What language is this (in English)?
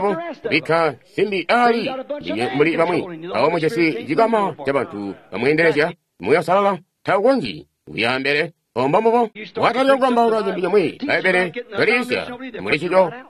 Tonga (Zambia)